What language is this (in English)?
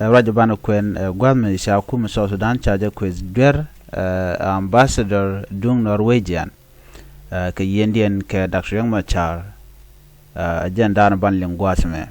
Nuer